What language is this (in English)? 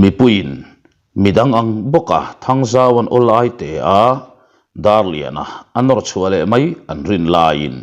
Mizo